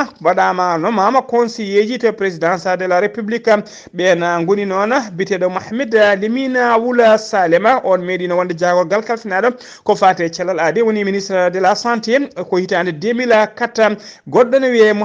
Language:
Fula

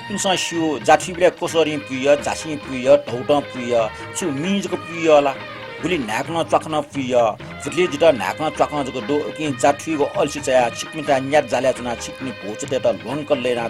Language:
Newari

